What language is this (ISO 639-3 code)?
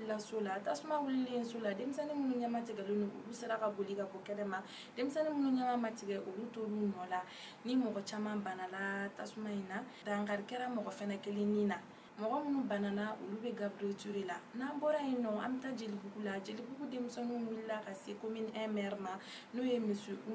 bam